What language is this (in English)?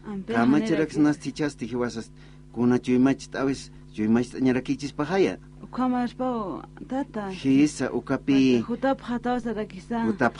Aymara